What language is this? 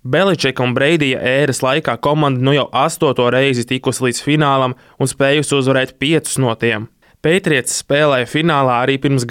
Latvian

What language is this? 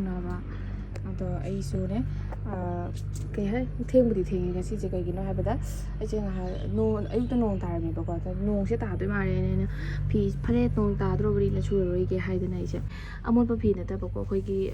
Manipuri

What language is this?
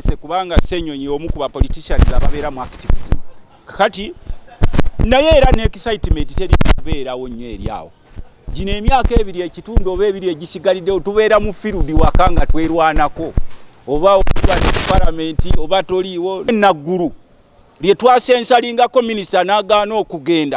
Ganda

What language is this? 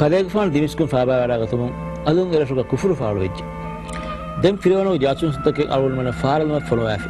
Divehi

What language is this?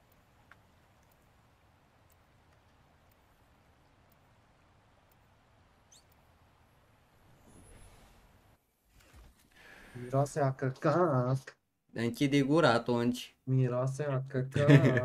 Romanian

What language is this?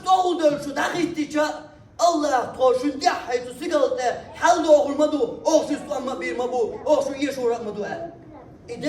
Chechen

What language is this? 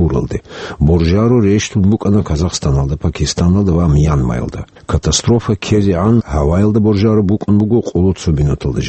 Avaric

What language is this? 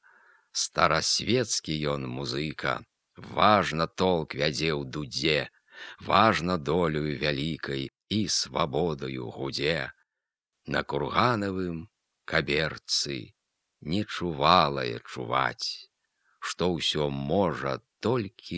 Belarusian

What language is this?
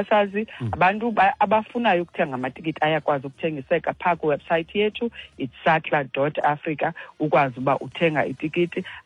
Xhosa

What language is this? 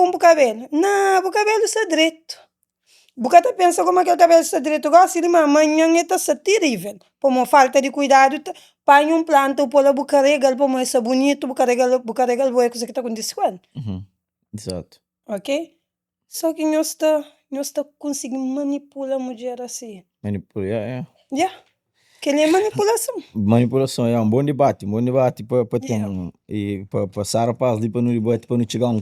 Kabuverdianu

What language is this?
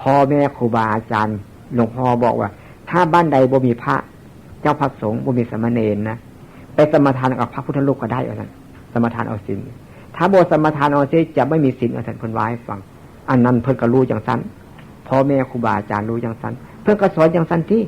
Northeastern Thai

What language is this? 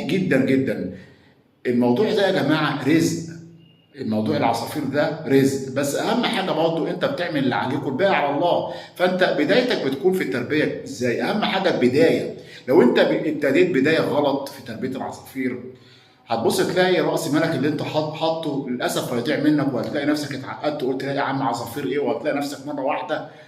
Egyptian Arabic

